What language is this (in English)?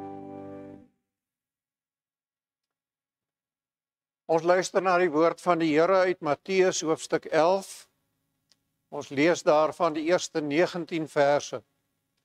Afrikaans